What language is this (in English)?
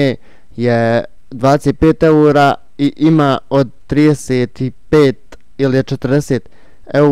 Bosnian